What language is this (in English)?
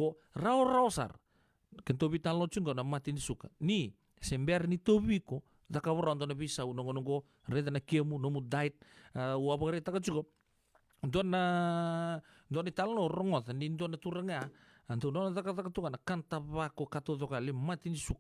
Fijian